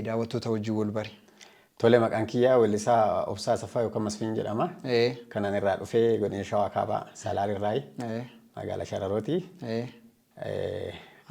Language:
Oromo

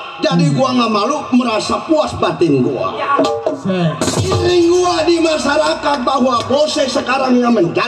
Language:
Betawi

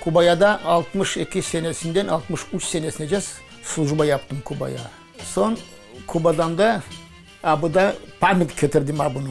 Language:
Crimean Tatar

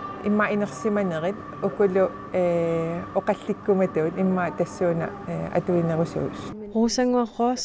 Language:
Kalaallisut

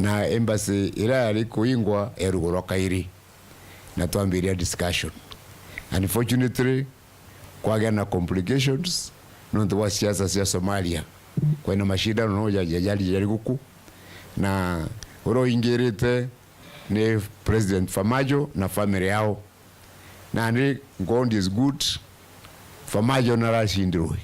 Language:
Meru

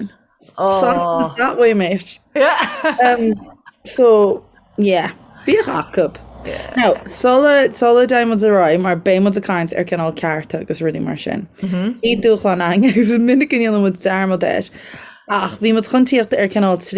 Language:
Irish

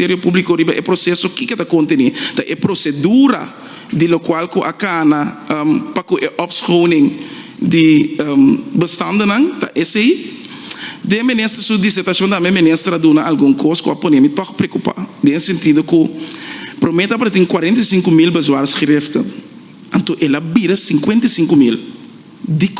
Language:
Papiamento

